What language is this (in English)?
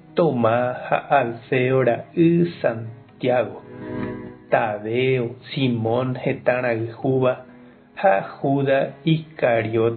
Guarani